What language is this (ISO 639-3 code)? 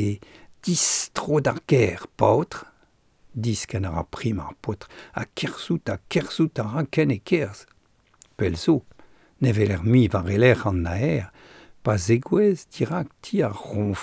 bre